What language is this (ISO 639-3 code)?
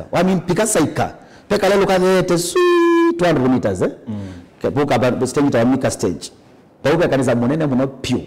kam